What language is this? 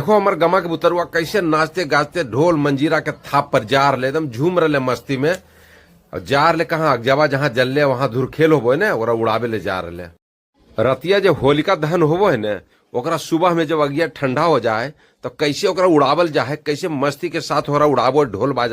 Magahi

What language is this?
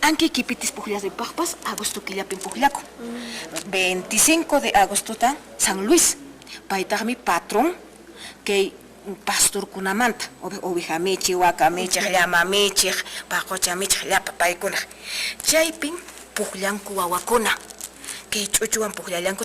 Quechua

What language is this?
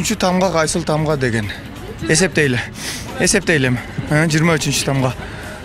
Kyrgyz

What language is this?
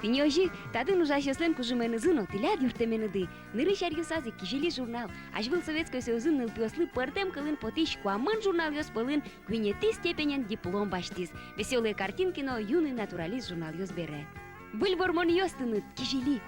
Udmurt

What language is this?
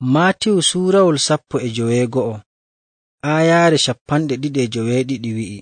Nigerian Fulfulde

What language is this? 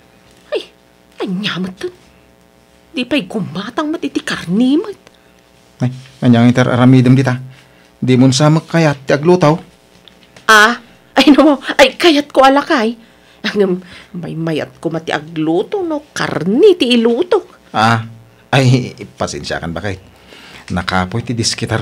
Iloko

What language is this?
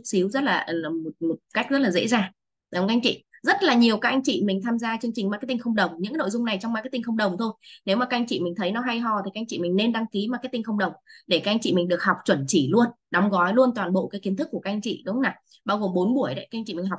Vietnamese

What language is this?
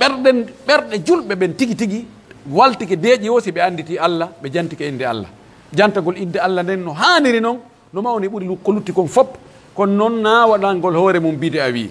Pular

